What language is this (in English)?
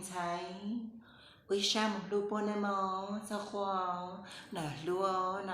Hmong